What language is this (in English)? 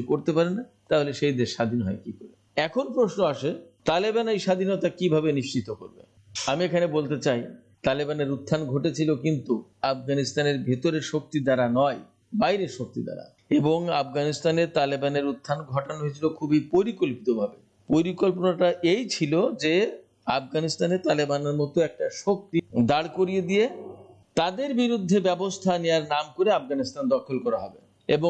Bangla